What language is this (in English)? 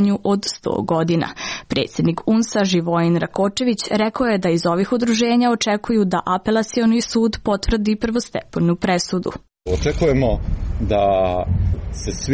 Serbian